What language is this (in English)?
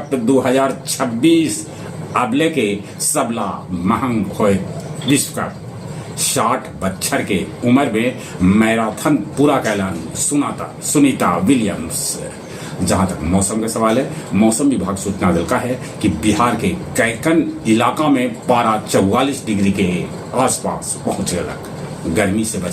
Magahi